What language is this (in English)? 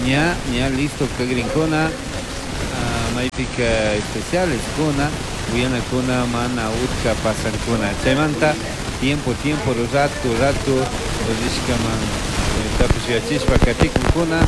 Chimborazo Highland Quichua